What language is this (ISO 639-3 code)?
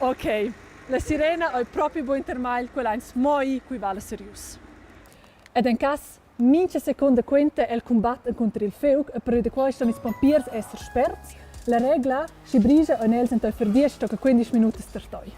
roh